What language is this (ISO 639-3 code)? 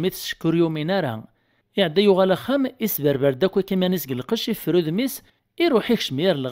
kab